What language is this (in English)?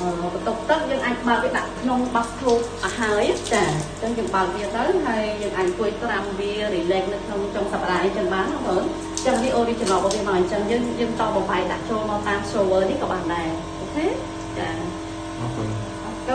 Khmer